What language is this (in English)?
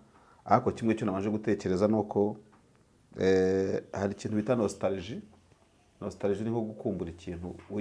Kinyarwanda